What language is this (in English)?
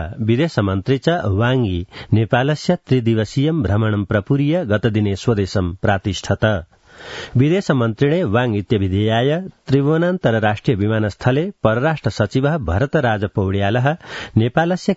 Sanskrit